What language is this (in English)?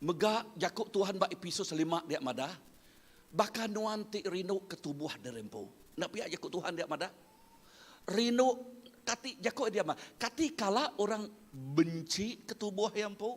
Iban